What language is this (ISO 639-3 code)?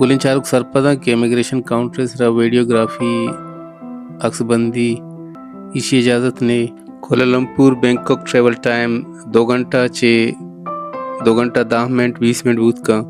bal